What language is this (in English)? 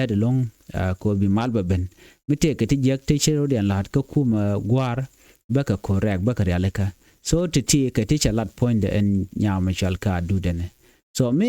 Nuer